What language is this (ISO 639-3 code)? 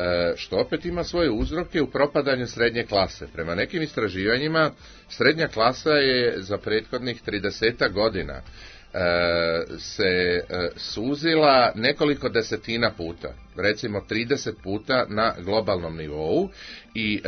srp